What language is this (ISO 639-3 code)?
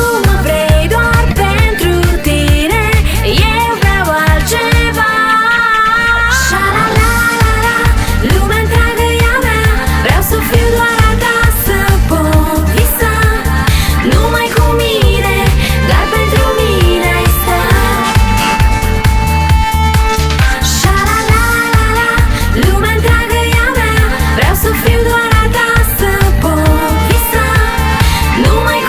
ron